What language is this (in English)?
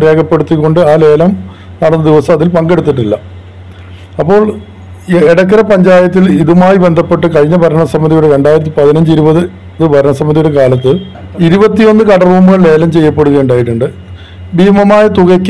Malayalam